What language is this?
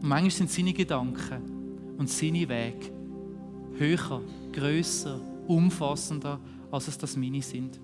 Swiss German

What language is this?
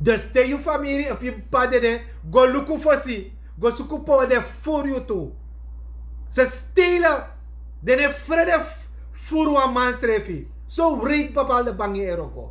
Sranan Tongo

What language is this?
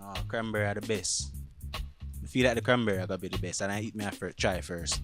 Jamaican Creole English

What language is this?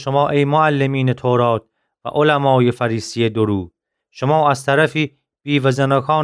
Gilaki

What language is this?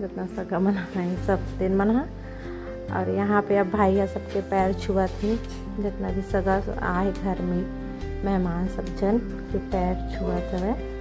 Chhattisgarhi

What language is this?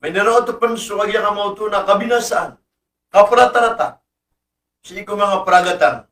Maranao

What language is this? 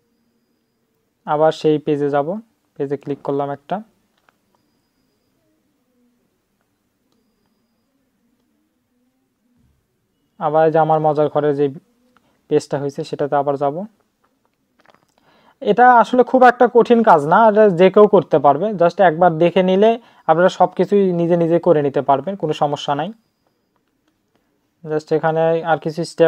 Bangla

